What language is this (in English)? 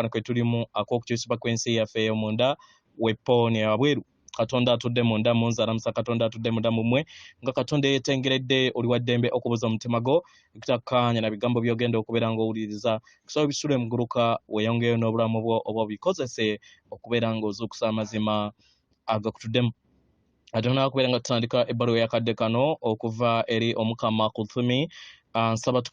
Ganda